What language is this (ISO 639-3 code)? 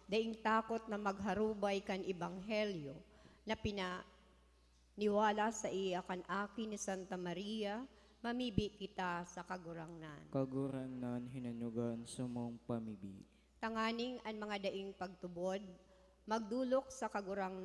bik